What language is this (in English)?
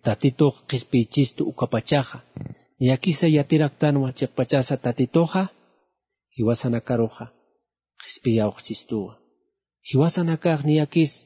Aymara